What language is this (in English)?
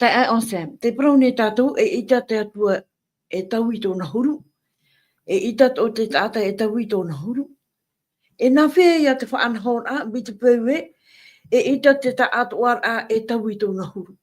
Tahitian